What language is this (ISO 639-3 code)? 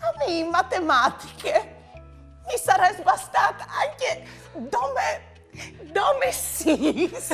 fur